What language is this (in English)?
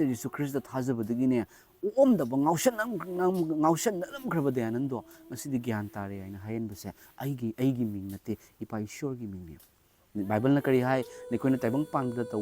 Manipuri